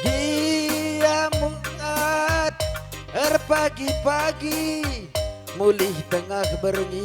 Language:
Batak Karo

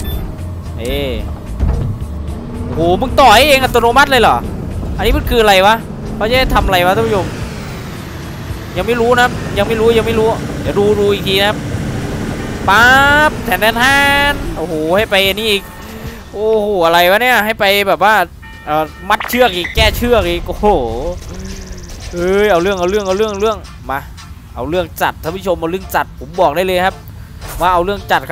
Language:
Thai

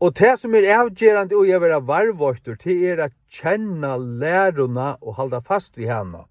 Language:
Faroese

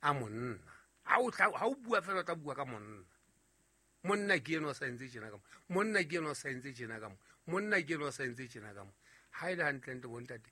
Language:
Southern Sotho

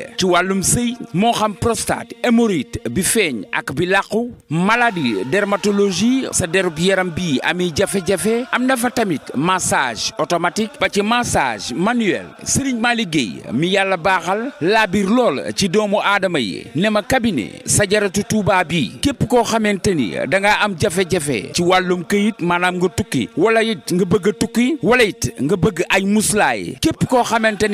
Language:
Wolof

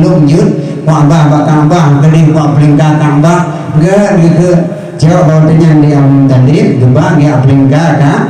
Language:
Achinese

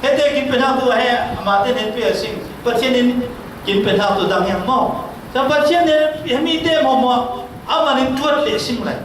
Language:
Falam Chin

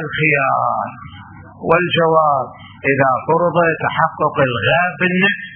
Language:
Mesopotamian Arabic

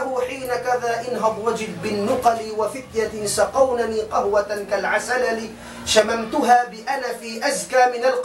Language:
Tausug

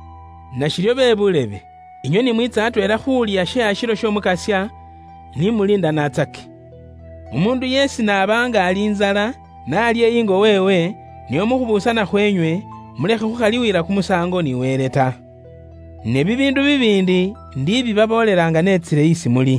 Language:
Luyia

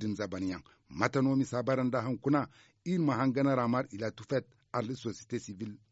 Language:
Zarma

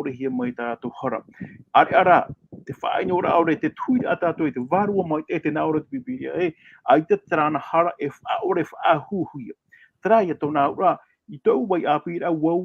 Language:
Tahitian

